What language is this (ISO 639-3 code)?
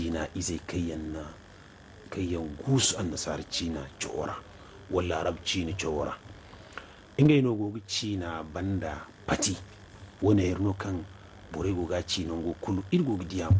dje